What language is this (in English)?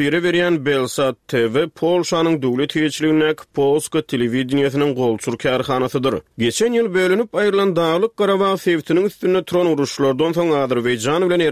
Turkmen